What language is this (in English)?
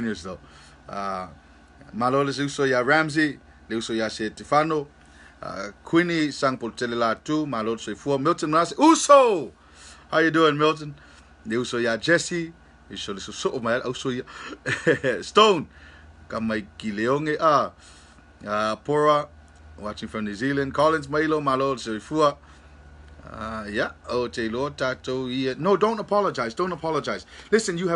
Samoan